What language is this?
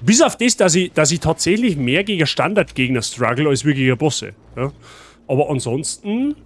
Bavarian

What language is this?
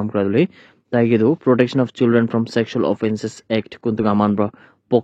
Naga Pidgin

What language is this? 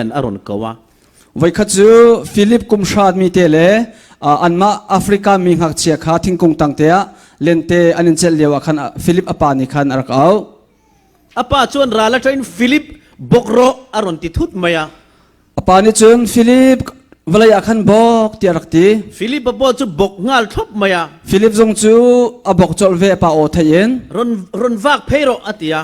Falam Chin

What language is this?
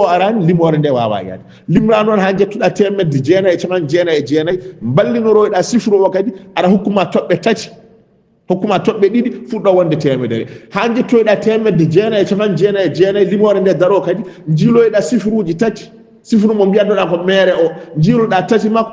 Fula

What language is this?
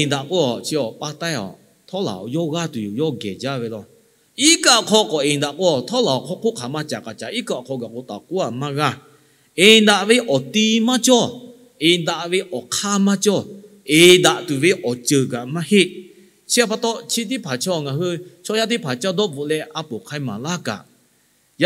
Lahu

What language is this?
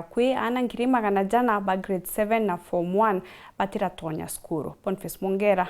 Meru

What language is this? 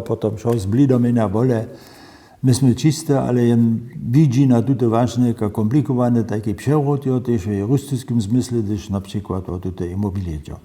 Upper Sorbian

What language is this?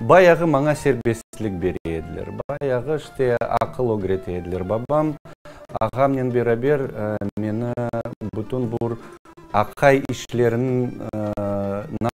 Crimean Tatar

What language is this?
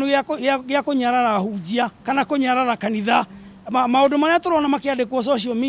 Kikuyu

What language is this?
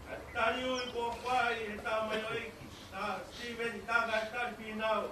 Tongan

